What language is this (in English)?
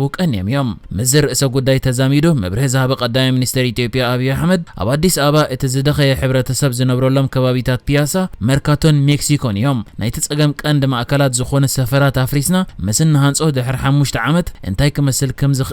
Tigrinya